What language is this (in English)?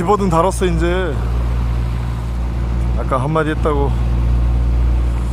Korean